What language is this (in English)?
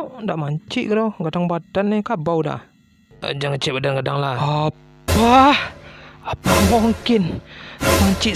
Minangkabau